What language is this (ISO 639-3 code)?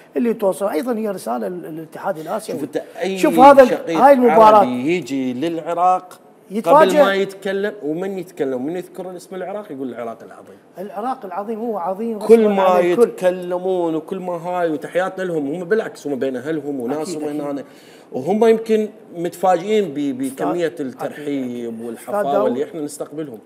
acm